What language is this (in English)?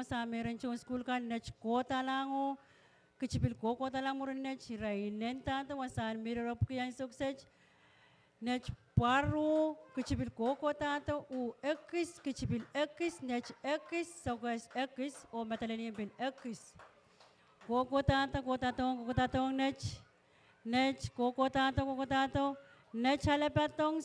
Pohnpeian